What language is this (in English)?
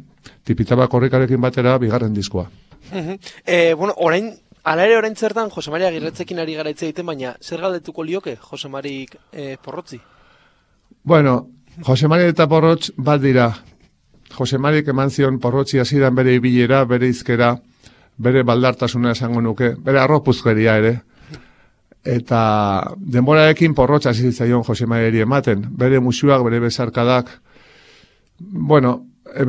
Basque